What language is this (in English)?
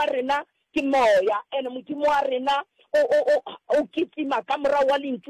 Northern Sotho